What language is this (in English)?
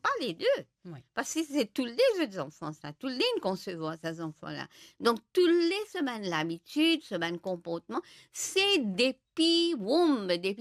Morisyen